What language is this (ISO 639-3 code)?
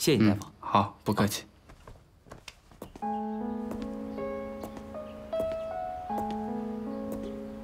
zho